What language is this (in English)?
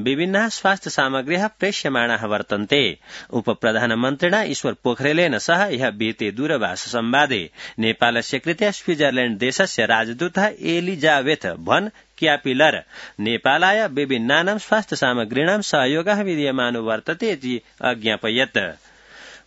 Sanskrit